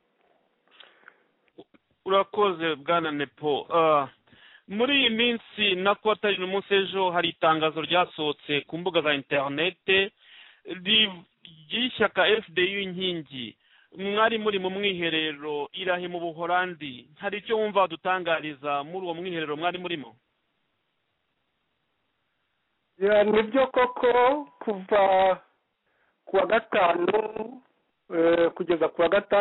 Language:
Kinyarwanda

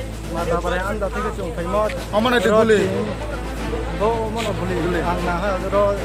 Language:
Kok Borok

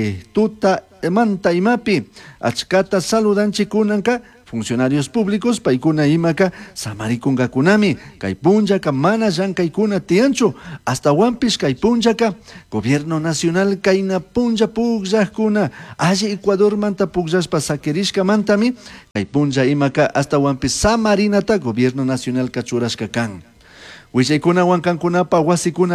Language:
Chimborazo Highland Quichua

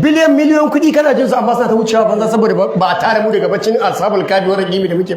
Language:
Hausa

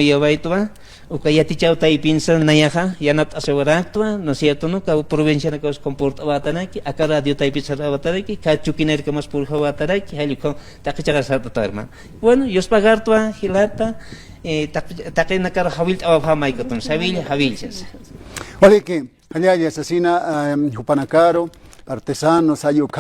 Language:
Aymara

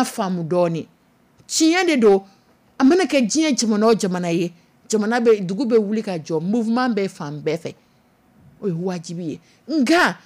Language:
Dyula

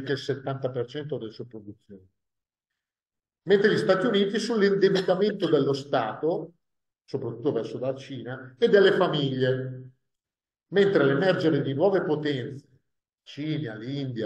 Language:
Italian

